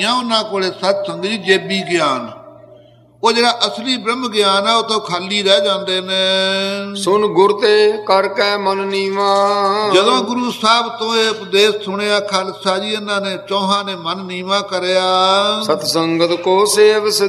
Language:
Punjabi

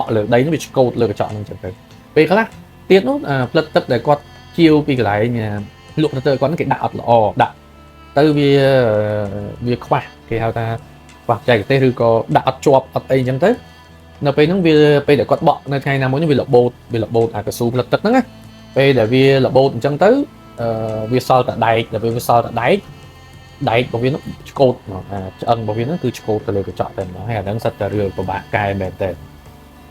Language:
Khmer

